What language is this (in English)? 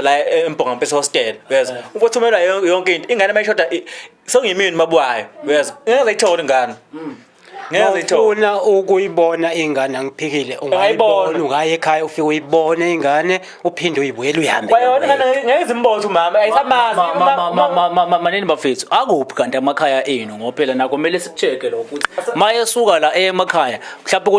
Zulu